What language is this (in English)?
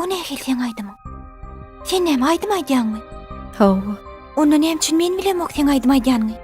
Turkmen